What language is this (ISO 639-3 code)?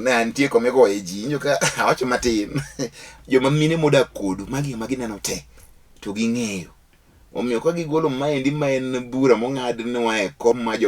luo